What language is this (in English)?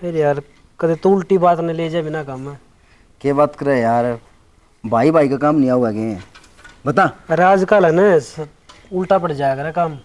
Haryanvi